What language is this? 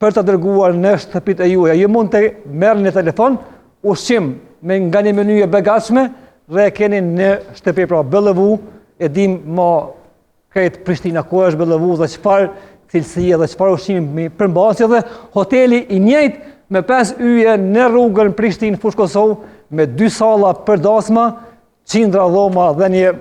Albanian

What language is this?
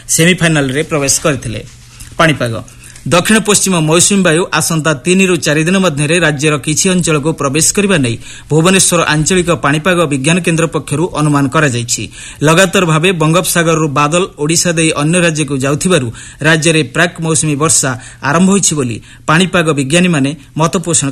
Odia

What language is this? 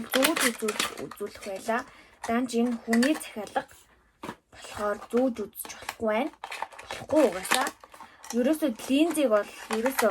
Mongolian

